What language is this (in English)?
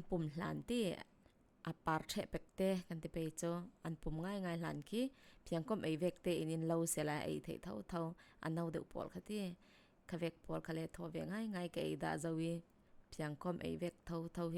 Falam Chin